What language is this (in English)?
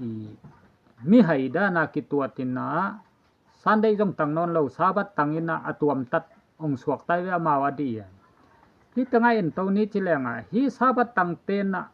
Tedim Chin